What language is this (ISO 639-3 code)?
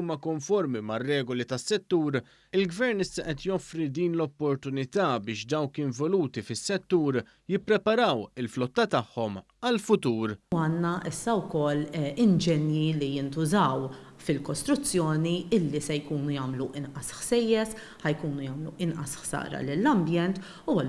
mlt